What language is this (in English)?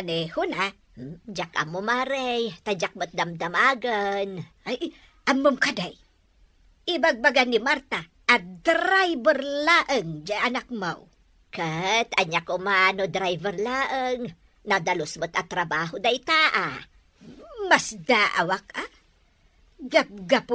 Iloko